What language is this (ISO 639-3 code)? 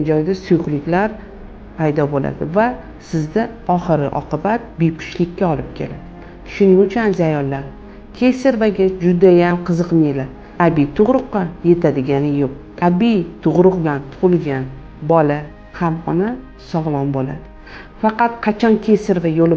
uzb